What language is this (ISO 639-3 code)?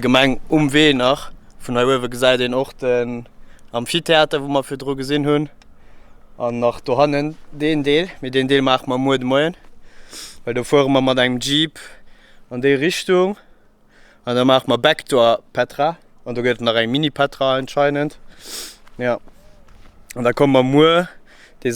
ltz